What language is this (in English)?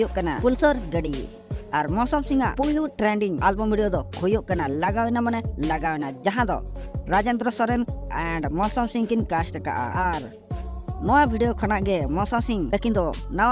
Santali